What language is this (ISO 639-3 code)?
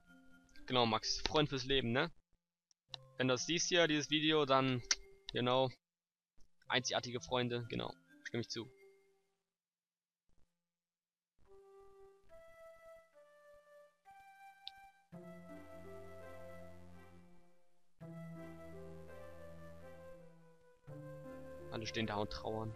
deu